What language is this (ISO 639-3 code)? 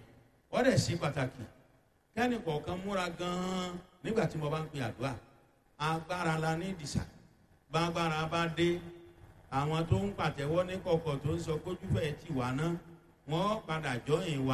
yor